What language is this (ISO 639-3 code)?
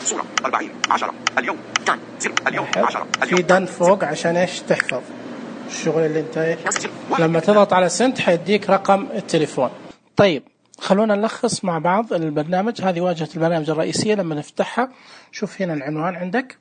ars